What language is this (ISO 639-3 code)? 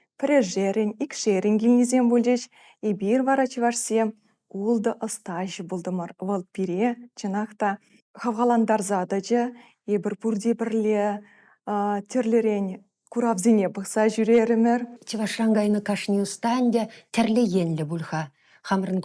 chv